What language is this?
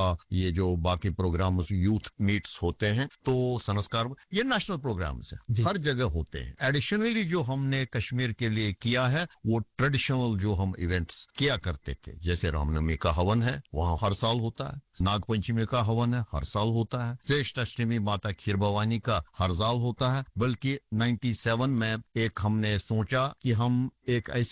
Hindi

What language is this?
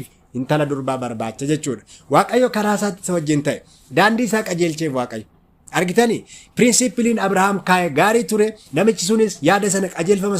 Oromo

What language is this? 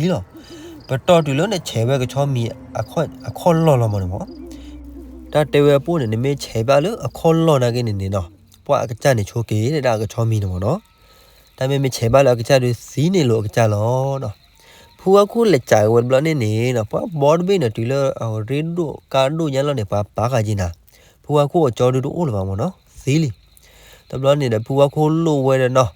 S'gaw Karen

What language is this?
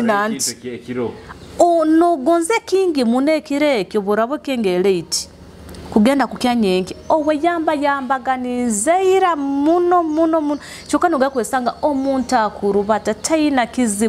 Nyoro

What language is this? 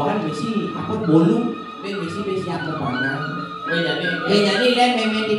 Balinese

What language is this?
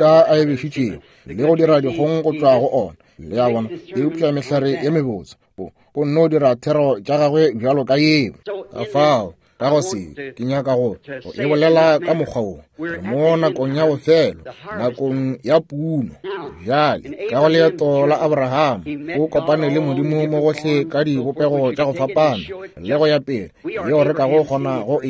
Northern Sotho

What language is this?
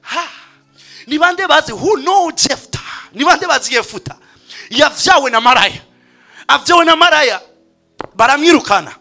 Rundi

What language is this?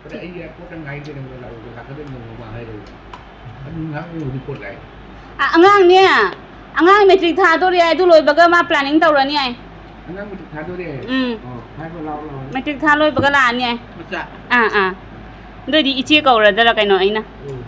Manipuri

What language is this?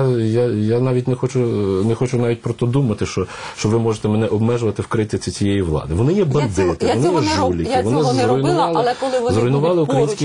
Ukrainian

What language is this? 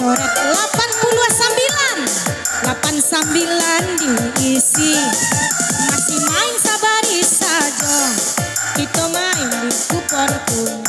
Minangkabau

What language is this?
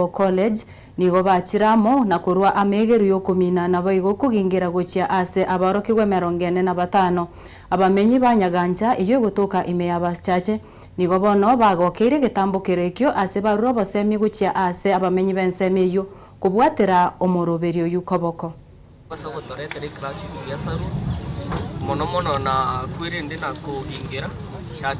Gusii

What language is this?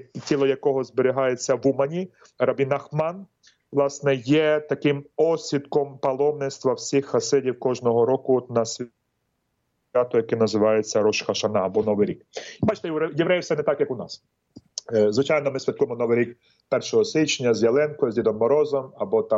Ukrainian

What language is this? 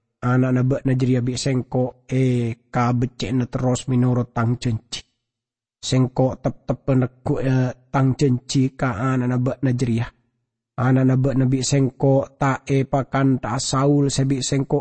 Madurese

